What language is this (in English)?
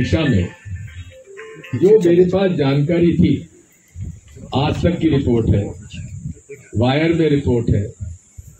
Hindi